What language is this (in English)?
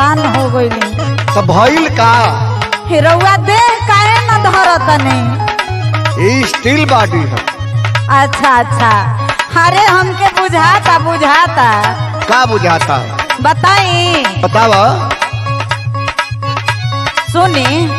Bhojpuri